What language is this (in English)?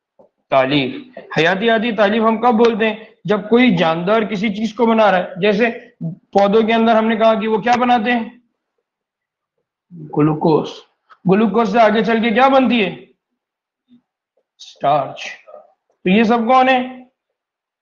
Urdu